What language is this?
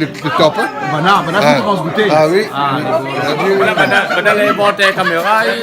Réunion Creole French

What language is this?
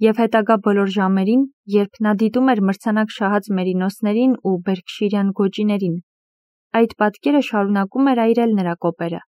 Armenian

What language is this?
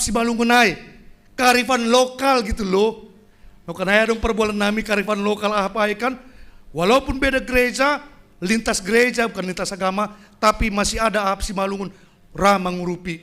Batak Simalungun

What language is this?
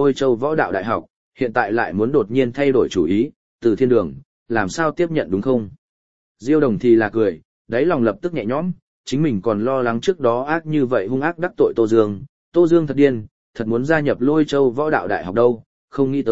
Vietnamese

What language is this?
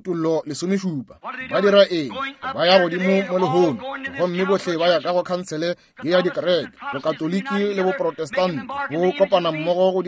Northern Sotho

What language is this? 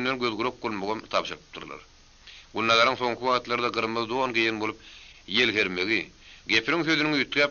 Turkmen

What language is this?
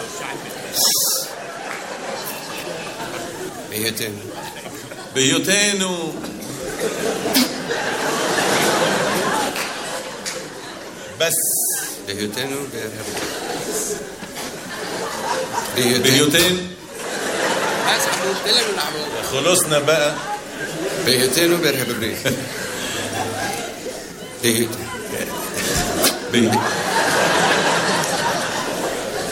Hebrew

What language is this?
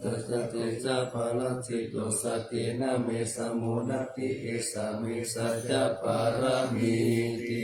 Pali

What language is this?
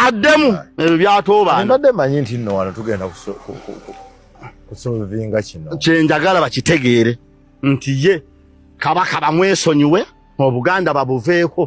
Ganda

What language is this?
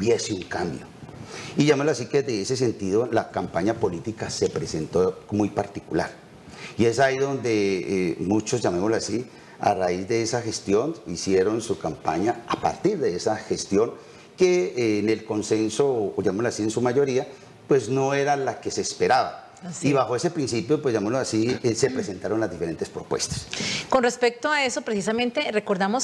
Spanish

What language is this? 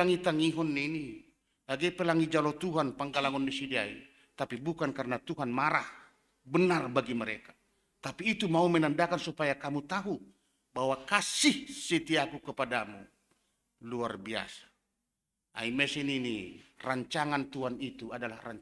Batak Simalungun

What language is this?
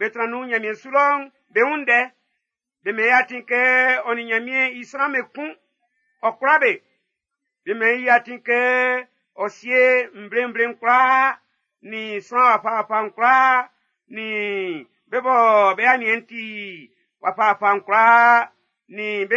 Baoulé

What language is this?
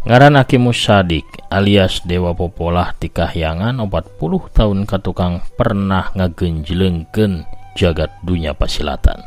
Sundanese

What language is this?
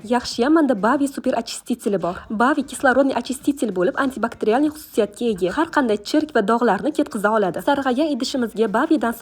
Uzbek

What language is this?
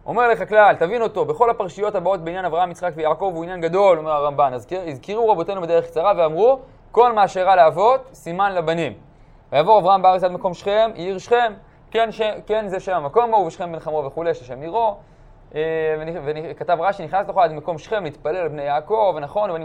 Hebrew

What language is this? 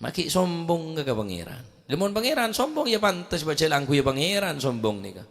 Madurese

